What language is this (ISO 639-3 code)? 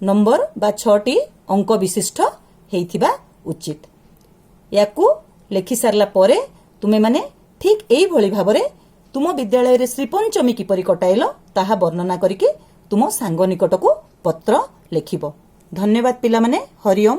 ori